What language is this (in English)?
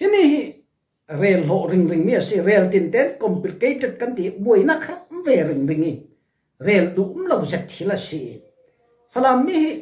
Falam Chin